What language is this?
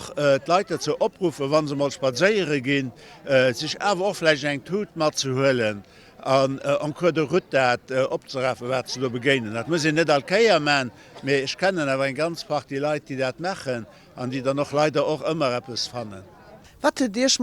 Luxembourgish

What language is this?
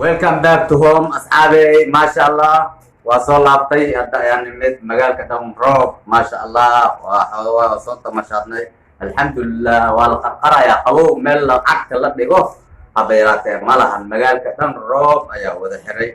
Somali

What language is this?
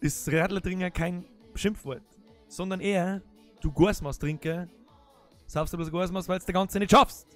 Bavarian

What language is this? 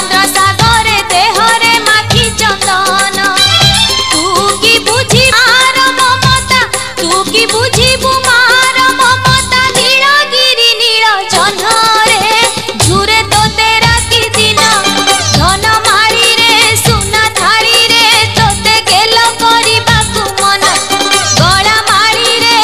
Odia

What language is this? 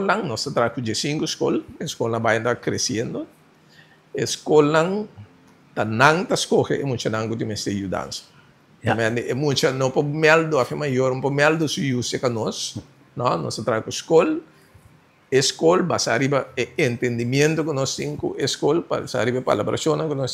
Papiamento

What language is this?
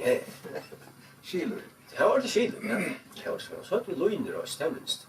Faroese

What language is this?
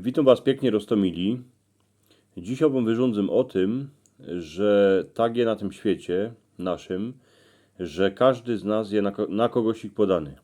Silesian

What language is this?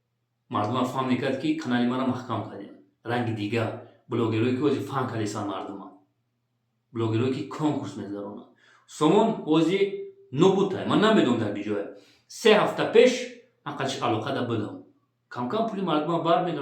Tajik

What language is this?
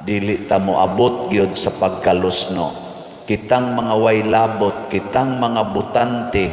Cebuano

